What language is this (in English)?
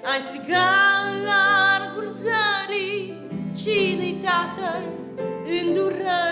Romanian